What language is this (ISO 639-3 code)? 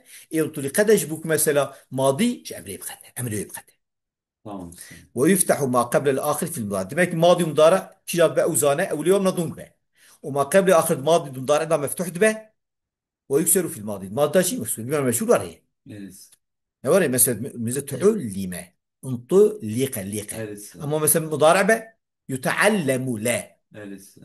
kur